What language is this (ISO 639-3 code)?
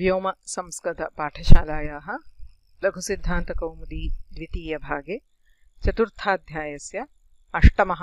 san